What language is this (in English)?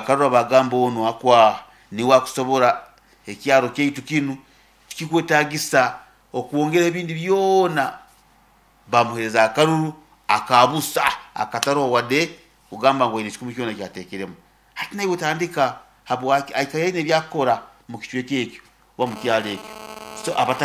Nyankole